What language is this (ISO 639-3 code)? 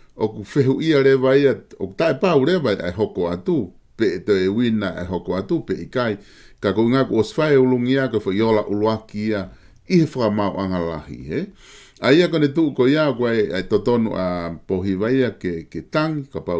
ton